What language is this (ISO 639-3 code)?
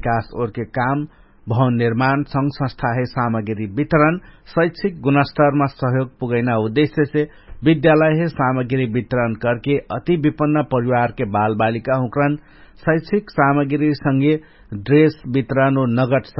thl